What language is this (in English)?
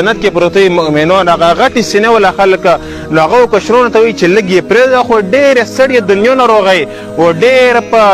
Pashto